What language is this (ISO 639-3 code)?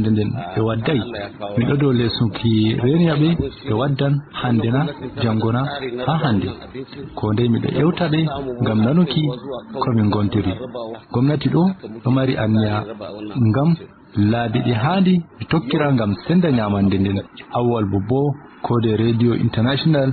ful